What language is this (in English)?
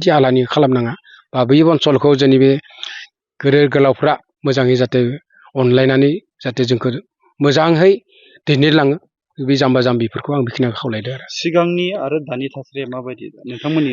Bodo